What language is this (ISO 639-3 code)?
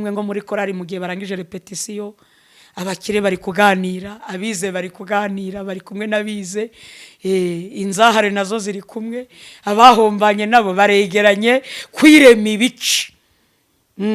kin